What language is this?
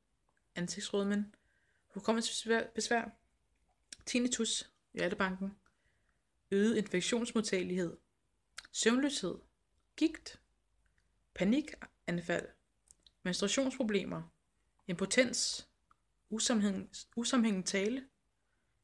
Danish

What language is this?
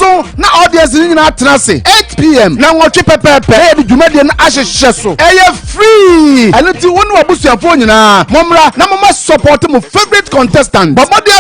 Akan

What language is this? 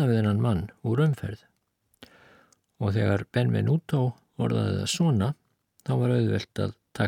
Icelandic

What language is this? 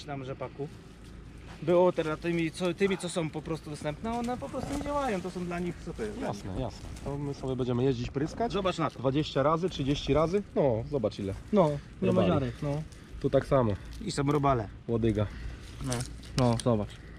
Polish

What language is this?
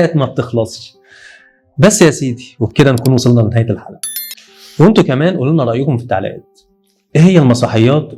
Egyptian Arabic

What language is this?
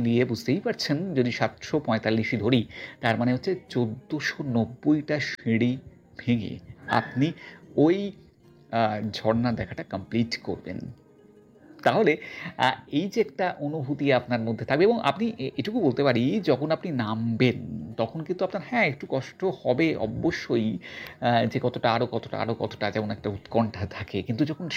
Bangla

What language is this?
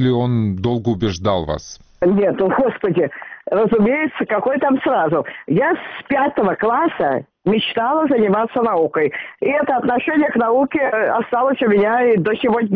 Russian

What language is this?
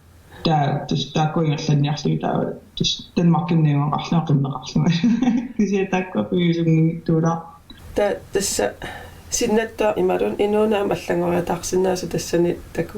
Kalaallisut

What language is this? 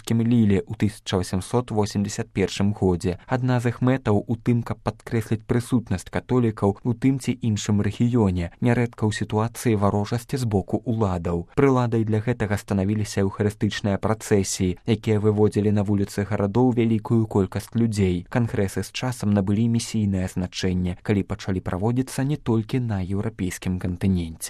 Belarusian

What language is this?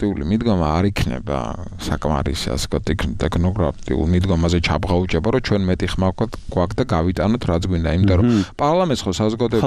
Georgian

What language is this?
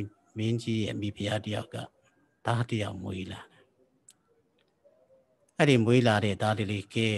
Burmese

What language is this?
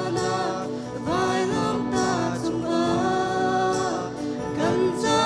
Hakha Chin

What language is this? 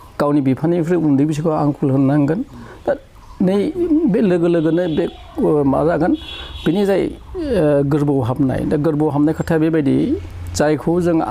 Bodo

